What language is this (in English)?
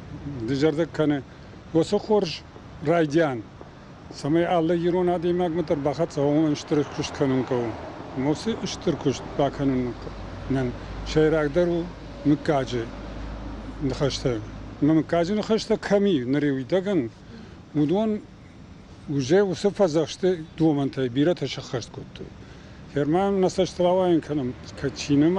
Ossetic